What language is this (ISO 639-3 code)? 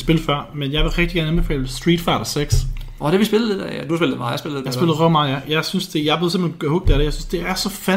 dan